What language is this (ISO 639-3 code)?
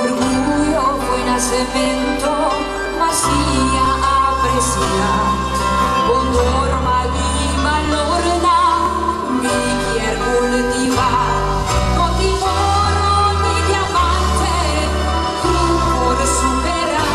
pap